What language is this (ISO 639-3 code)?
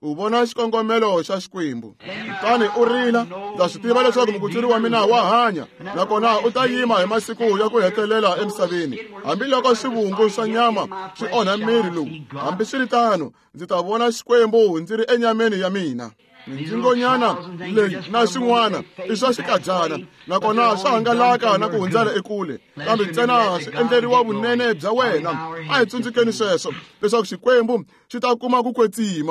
tso